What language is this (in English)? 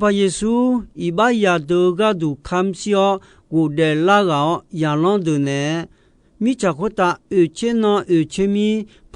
Akha